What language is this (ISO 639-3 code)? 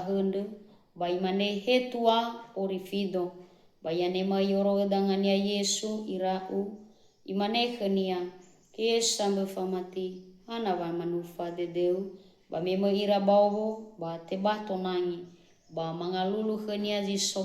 nia